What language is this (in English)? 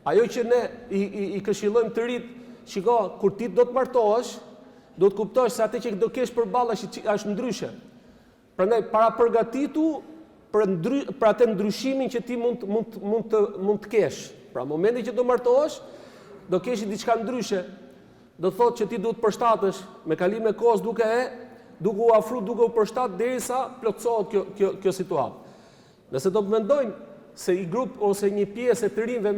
Albanian